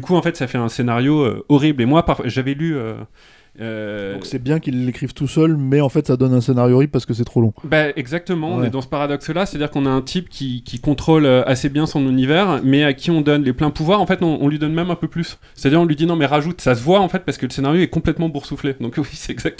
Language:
French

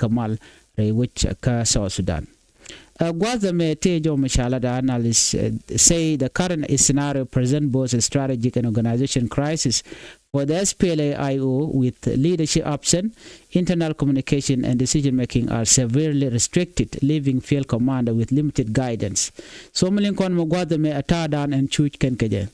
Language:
Nuer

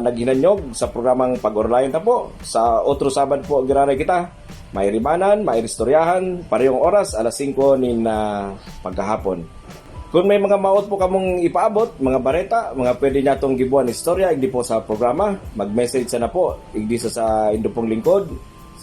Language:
Bikol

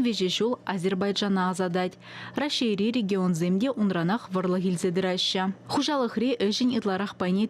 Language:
Chuvash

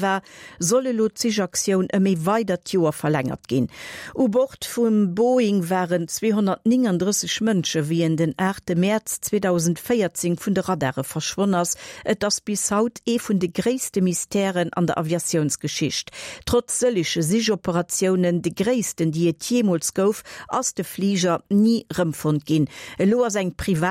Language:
Luxembourgish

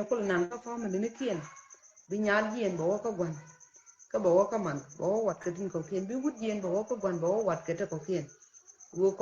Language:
Nuer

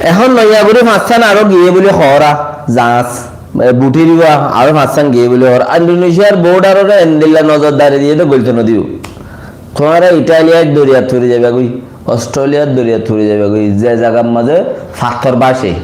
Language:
Rohingya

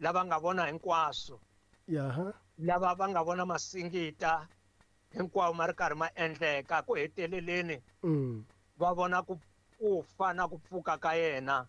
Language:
Tsonga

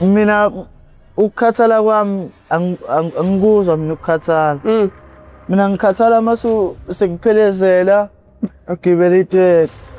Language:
Zulu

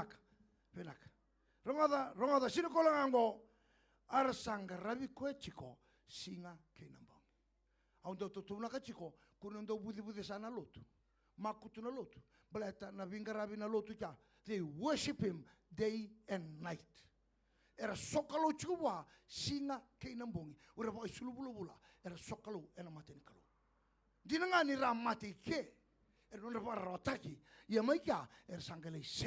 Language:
Fijian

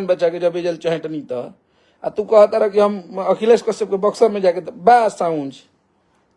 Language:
Bhojpuri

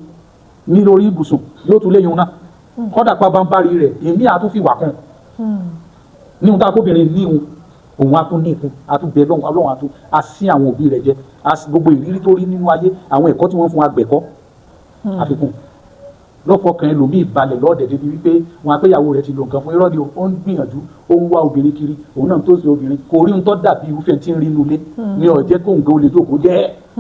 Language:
Yoruba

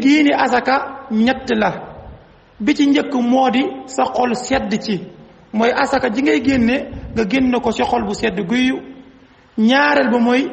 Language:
Wolof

